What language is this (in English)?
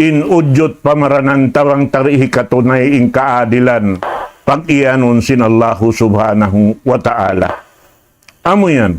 Tausug